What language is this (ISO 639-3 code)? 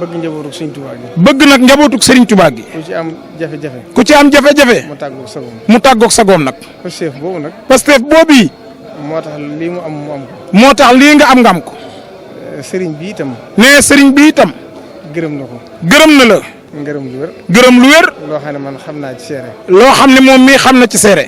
wol